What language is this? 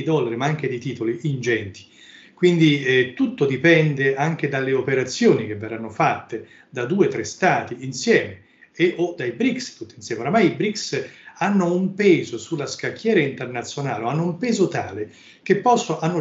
Italian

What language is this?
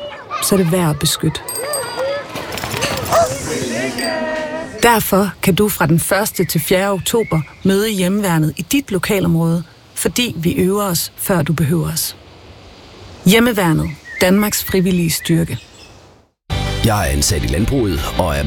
Danish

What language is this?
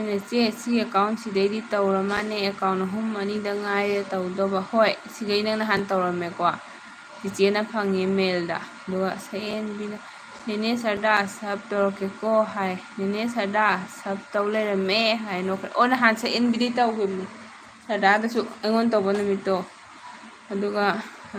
Manipuri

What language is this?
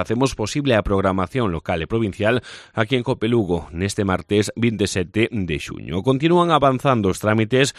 Galician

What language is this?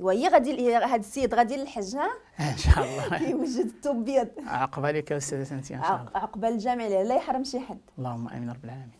Moroccan Arabic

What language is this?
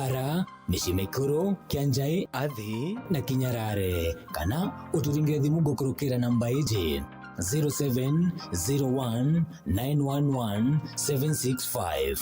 Meru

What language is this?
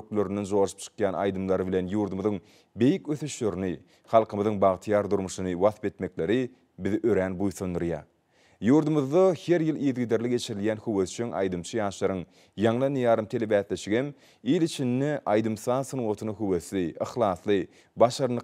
Turkmen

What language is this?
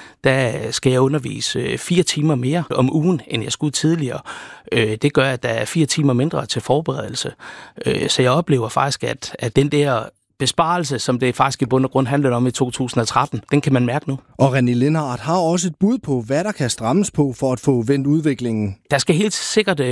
Danish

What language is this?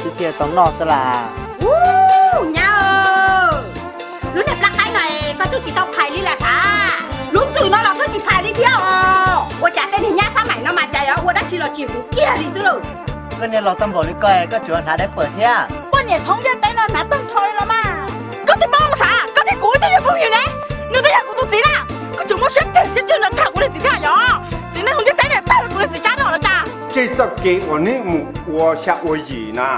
Hmong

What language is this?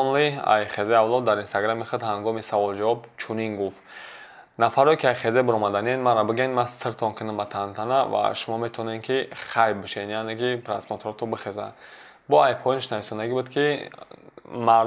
Tajik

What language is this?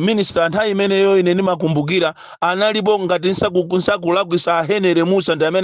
Nyanja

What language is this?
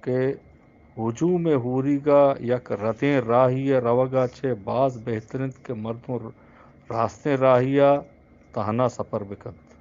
Eastern Balochi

